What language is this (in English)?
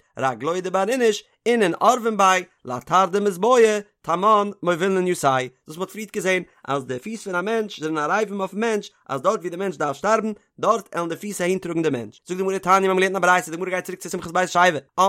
Yiddish